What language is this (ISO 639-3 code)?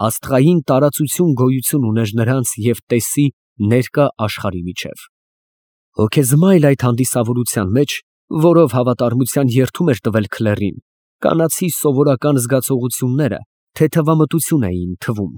hye